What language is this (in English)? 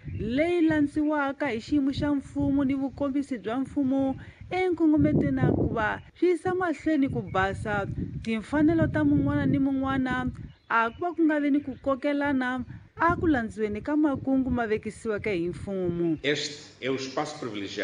Tsonga